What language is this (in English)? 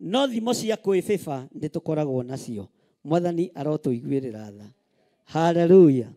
Kikuyu